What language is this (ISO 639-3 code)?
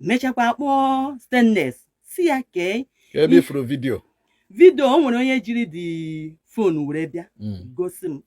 ibo